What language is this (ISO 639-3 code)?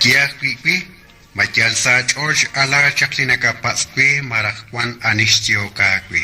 kek